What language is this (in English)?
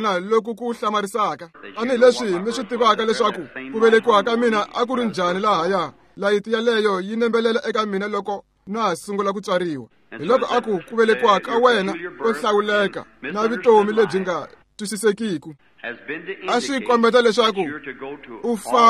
Tsonga